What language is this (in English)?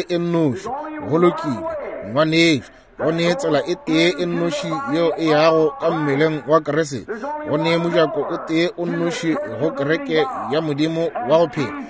Northern Sotho